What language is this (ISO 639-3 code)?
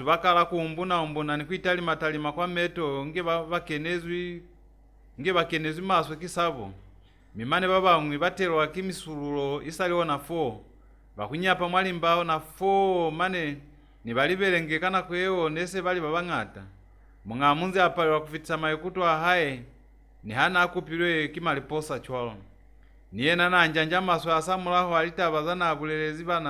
loz